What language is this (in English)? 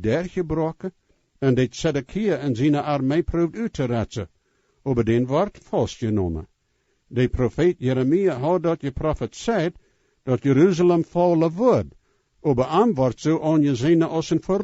Plautdietsch